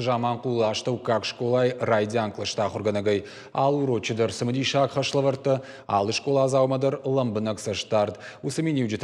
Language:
Ossetic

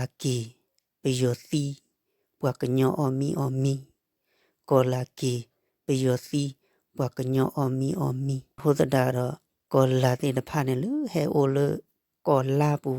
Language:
S'gaw Karen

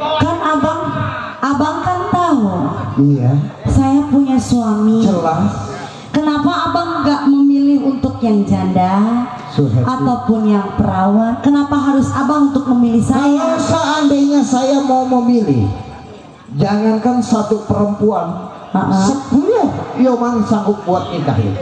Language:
Betawi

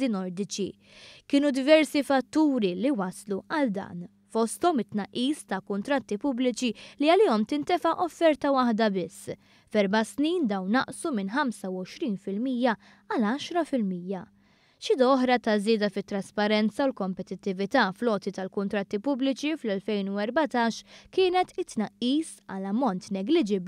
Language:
Maltese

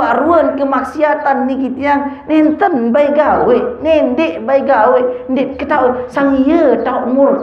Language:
Sasak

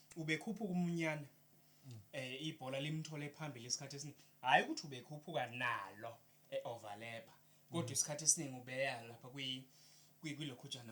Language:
Zulu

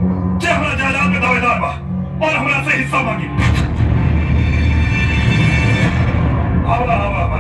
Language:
Bhojpuri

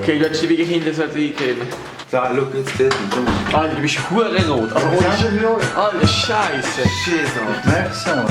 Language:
Swiss German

